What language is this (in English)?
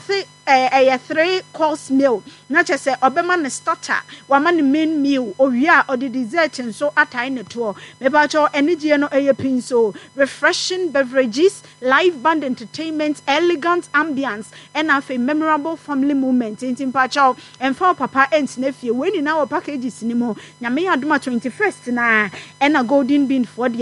Akan